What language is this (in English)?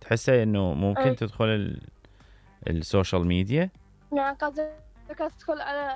Mesopotamian Arabic